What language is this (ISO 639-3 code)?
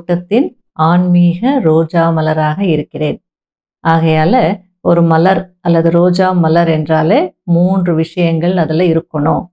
tam